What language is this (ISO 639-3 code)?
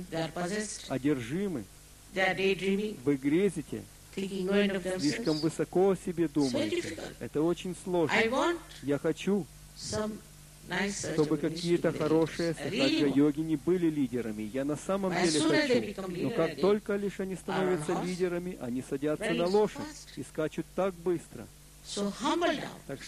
rus